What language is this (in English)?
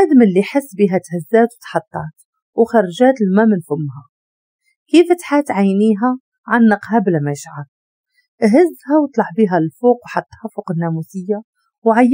Moroccan Arabic